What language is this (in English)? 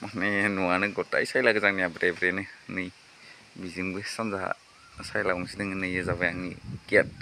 Bodo